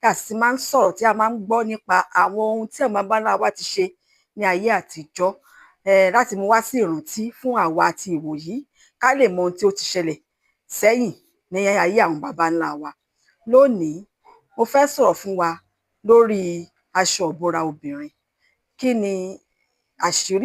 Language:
Yoruba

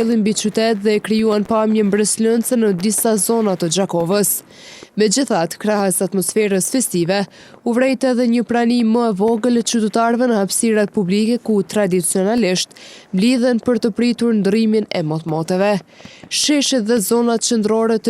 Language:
Albanian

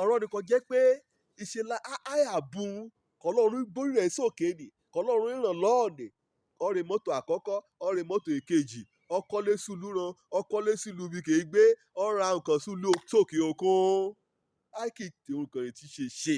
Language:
Yoruba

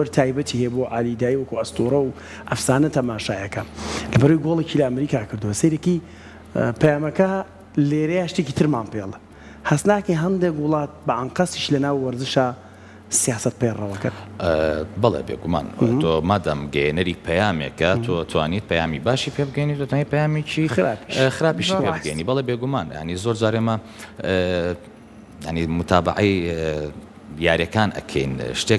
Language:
Central Kurdish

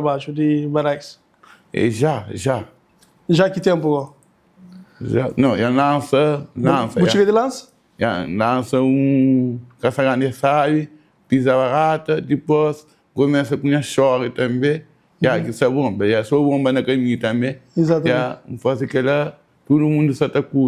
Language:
Kabuverdianu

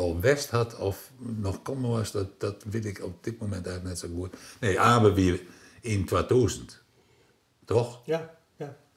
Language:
Western Frisian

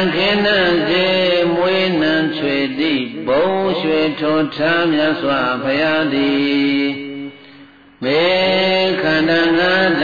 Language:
Burmese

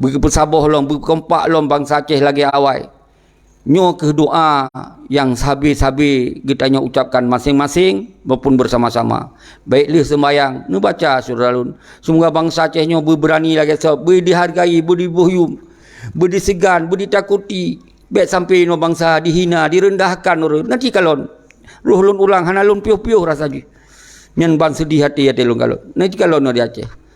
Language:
Achinese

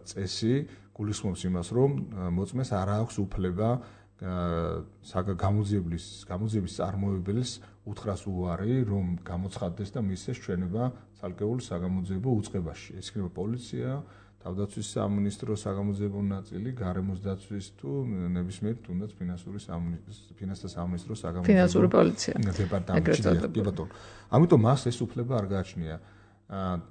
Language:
Georgian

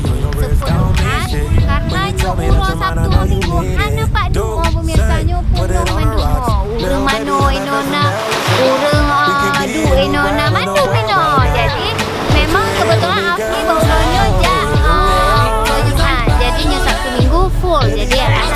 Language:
Achinese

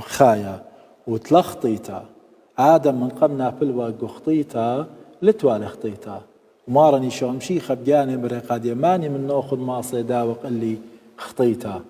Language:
Assyrian Neo-Aramaic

